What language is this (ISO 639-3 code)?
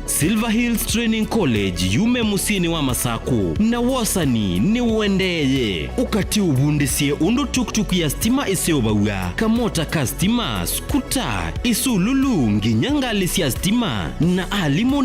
kam